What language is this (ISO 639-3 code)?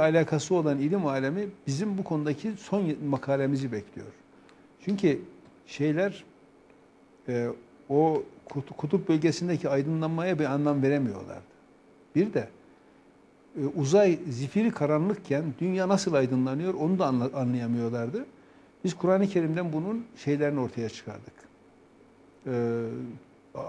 tur